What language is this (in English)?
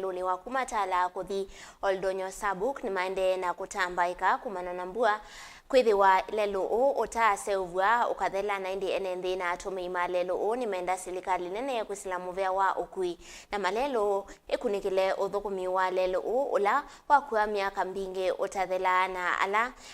Kamba